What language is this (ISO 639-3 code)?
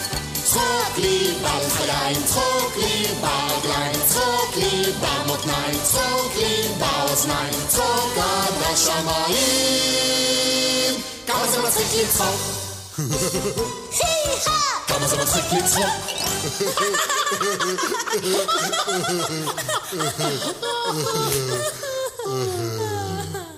heb